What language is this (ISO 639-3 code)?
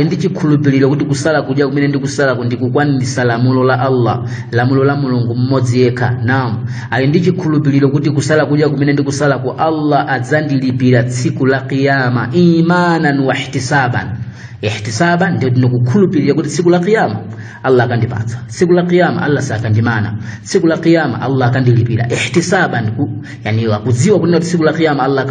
nya